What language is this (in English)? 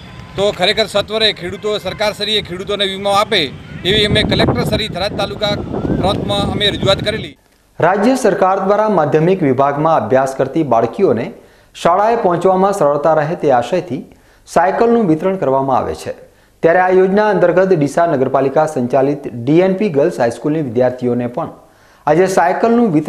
Gujarati